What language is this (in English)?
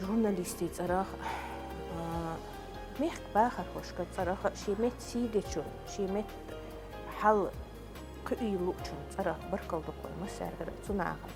Chechen